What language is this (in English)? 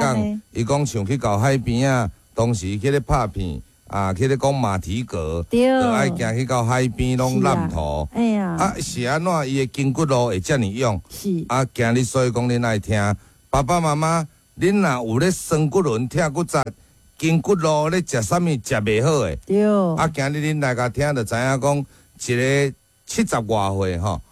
Min Nan Chinese